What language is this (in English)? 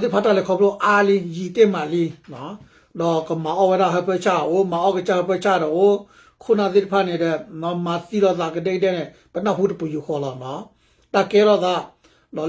S'gaw Karen